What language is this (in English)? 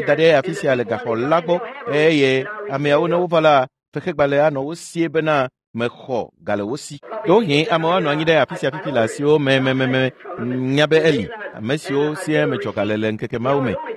Ewe